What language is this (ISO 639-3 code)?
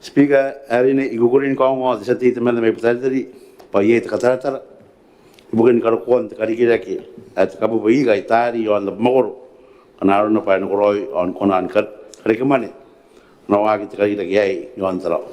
gil